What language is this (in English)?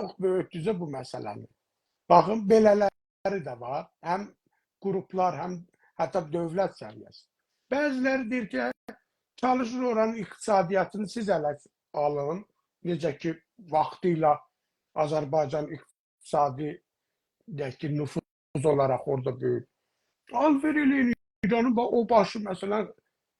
South Azerbaijani